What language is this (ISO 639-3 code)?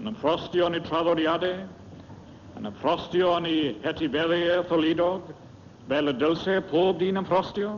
cym